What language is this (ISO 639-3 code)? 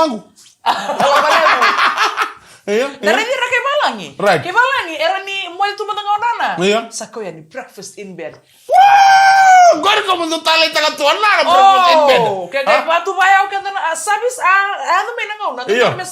fij